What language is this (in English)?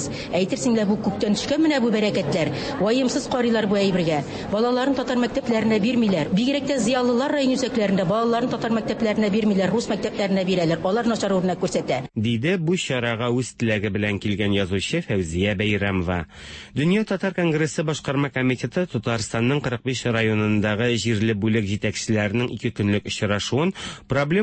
Tatar